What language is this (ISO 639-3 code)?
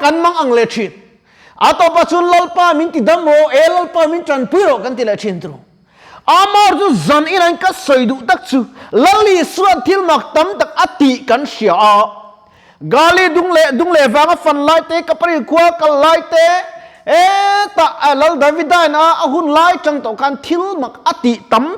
lus